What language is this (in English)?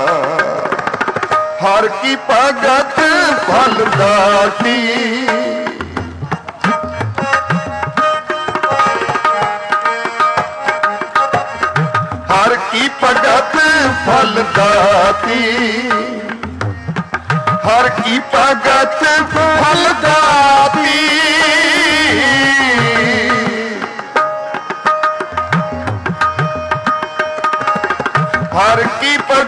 Punjabi